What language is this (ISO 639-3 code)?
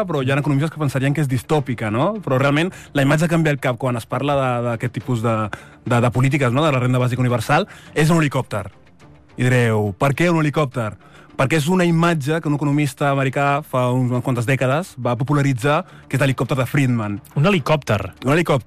cat